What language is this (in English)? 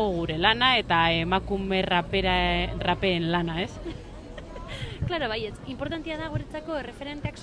Basque